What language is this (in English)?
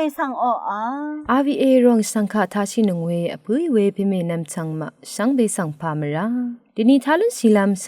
Rawang